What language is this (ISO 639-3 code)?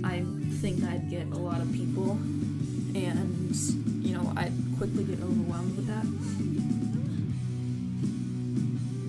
eng